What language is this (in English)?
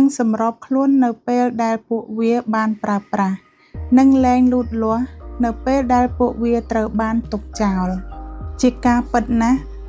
Khmer